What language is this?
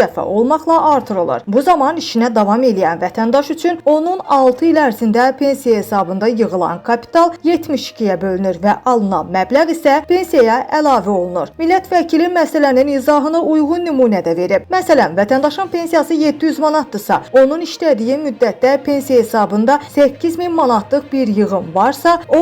Azerbaijani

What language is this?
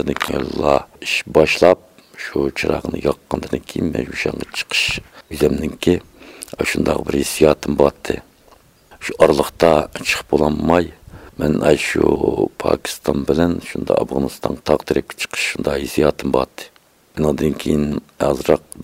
Uyghur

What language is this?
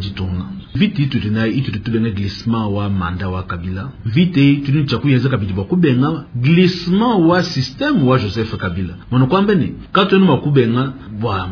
Luba-Lulua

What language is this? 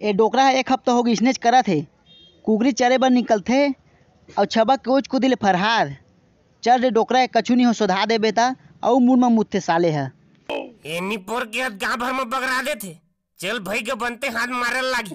Chhattisgarhi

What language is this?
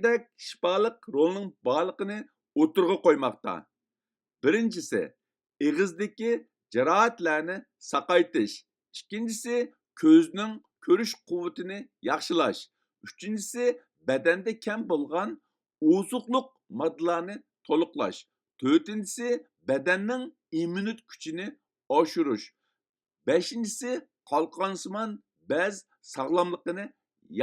Uyghur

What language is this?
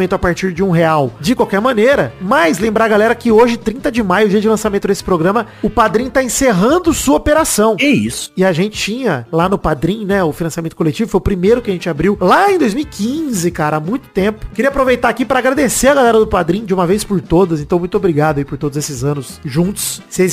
Portuguese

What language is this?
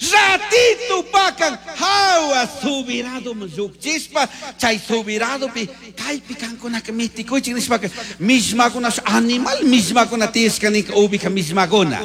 Chimborazo Highland Quichua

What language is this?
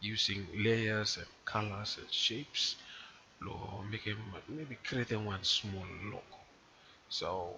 Bislama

